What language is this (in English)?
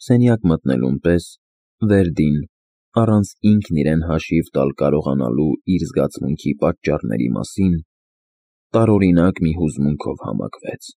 Armenian